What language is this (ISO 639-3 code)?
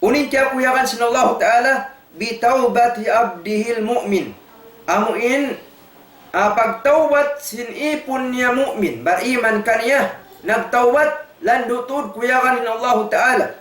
tsg